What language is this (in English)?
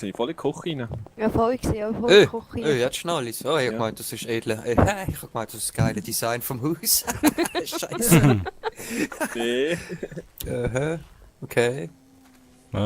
Swiss German